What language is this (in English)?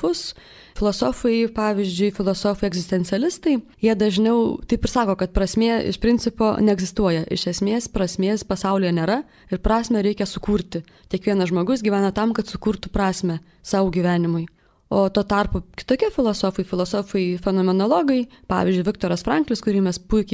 Lithuanian